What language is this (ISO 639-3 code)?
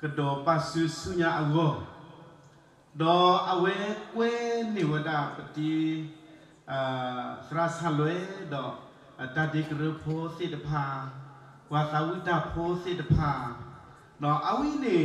ksw